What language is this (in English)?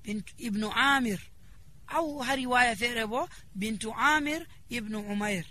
Nigerian Fulfulde